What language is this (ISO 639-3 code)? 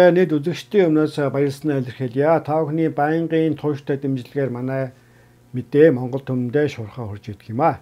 mon